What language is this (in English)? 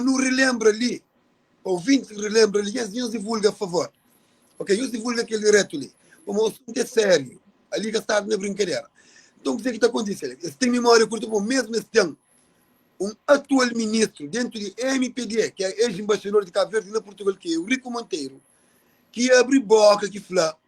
Kabuverdianu